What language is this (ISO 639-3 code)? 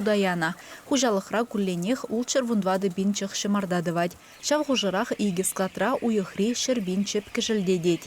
chv